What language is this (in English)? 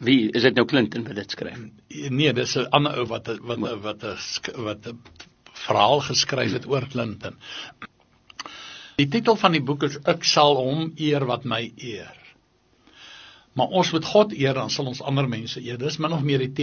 Afrikaans